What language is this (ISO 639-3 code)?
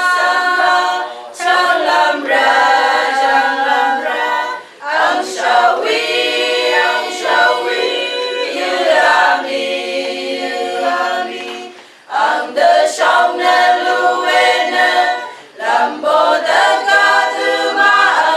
raw